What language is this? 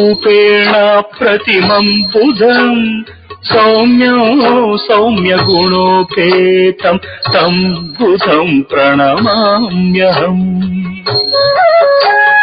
Sanskrit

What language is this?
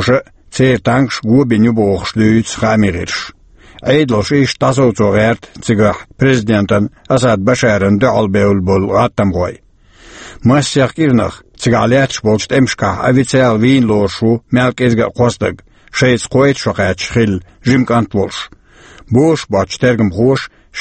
Chechen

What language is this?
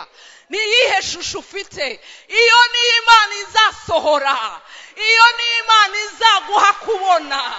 Kinyarwanda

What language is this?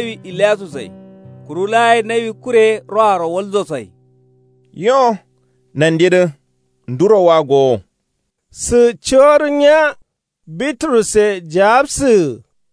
Kanuri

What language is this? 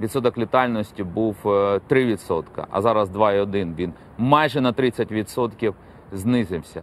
Crimean Tatar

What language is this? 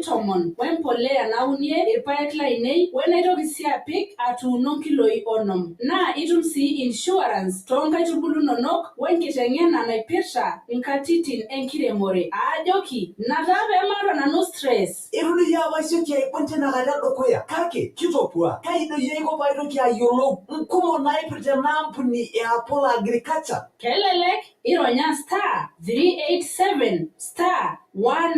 Masai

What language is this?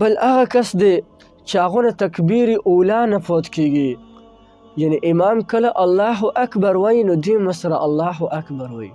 Pashto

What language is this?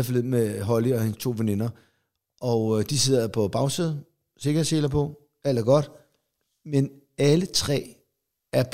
Danish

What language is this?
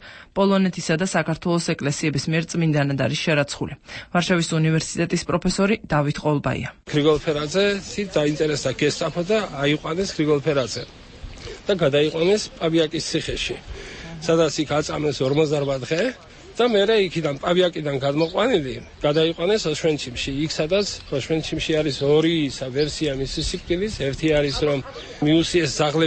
Georgian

